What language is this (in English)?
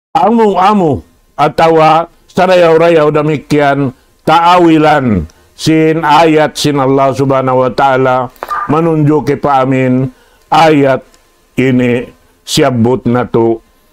Tausug